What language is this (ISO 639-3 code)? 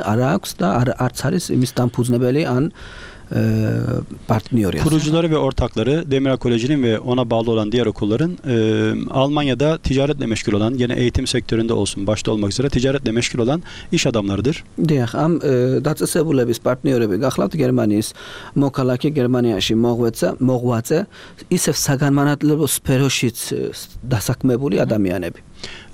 kat